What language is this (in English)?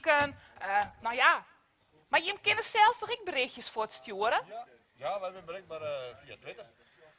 Western Frisian